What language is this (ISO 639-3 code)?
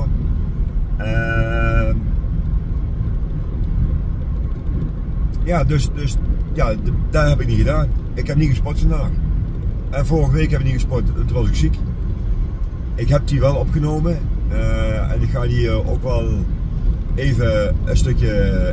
nld